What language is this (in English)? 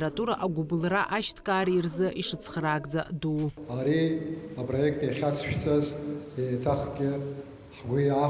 Abkhazian